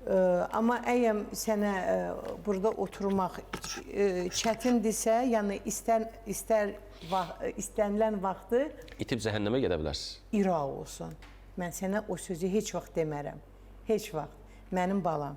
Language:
Azerbaijani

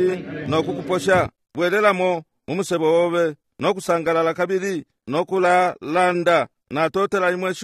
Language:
Bemba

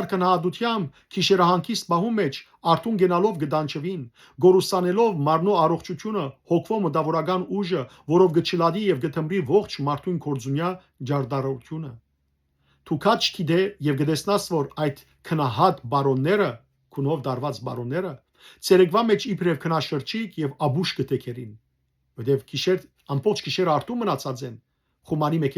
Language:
Western Armenian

